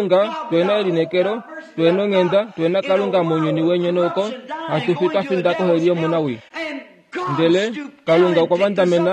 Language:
Kuanyama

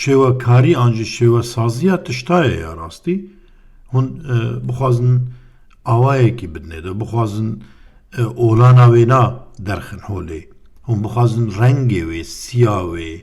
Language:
Kurdish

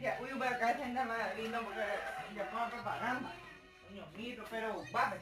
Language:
Guarani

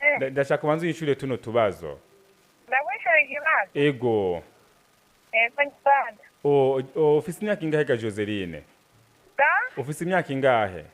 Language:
Rundi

